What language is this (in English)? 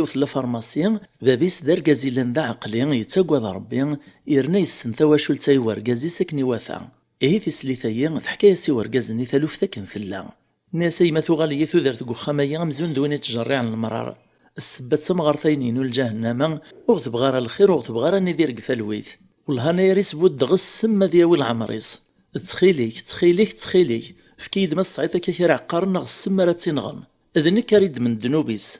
Kabyle